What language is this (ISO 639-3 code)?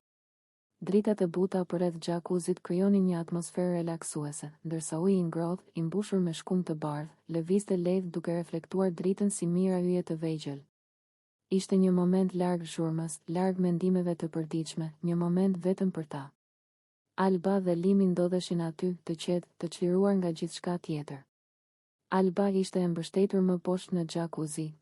sqi